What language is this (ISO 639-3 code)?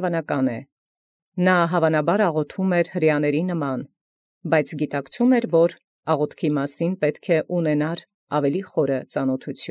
hye